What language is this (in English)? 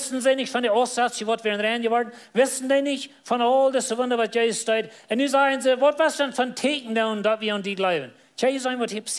Plautdietsch